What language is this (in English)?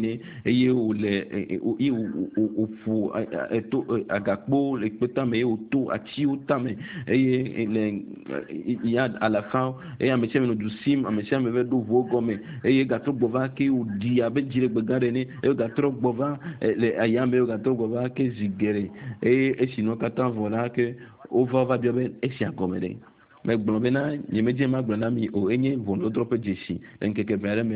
Ewe